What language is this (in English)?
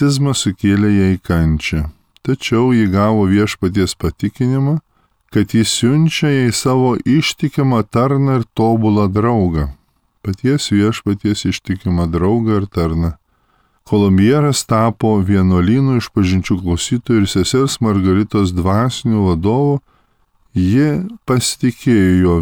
Lithuanian